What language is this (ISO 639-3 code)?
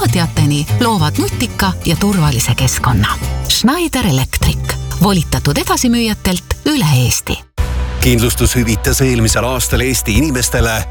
est